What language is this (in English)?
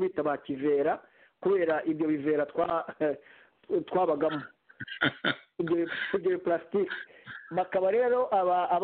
Kinyarwanda